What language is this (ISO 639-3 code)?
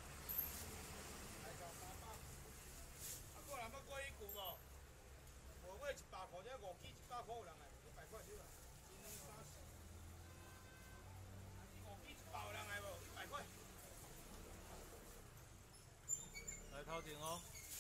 nan